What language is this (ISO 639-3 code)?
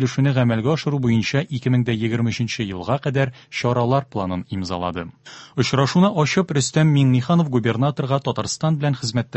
tat